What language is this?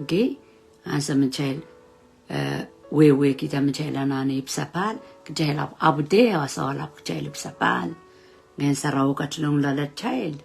Pohnpeian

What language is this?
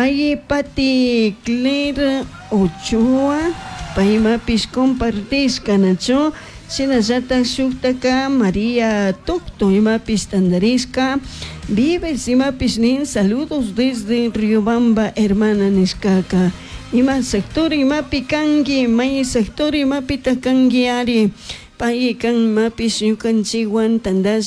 Chimborazo Highland Quichua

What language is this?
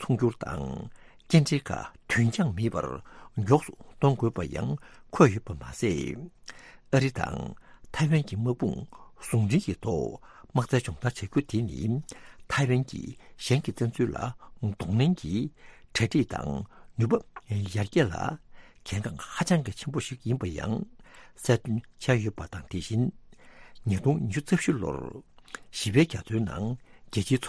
Tibetan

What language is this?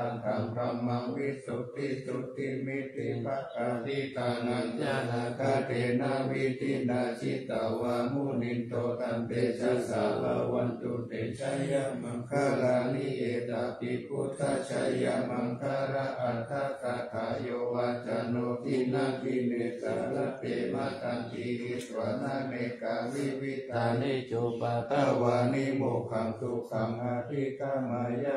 Pali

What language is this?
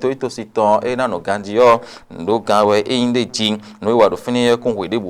Fon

